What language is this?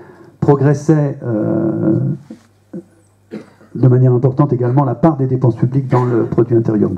French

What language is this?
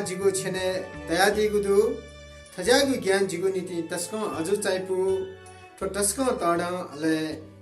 Newari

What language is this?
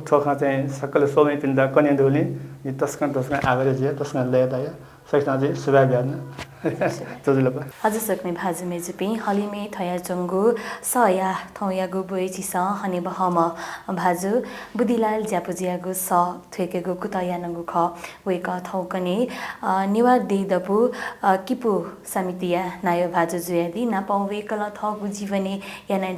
Newari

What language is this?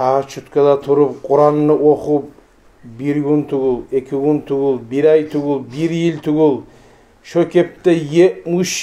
Kumyk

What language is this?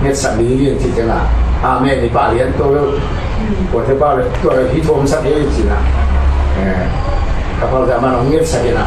Tedim Chin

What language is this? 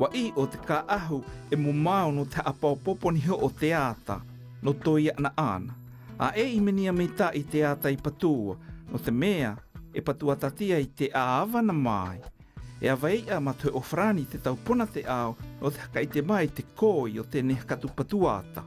South Marquesan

